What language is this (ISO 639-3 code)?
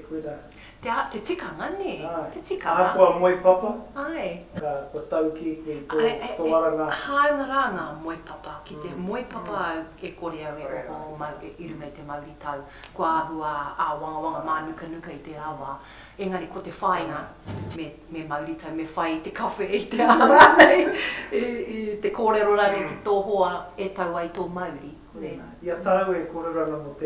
mri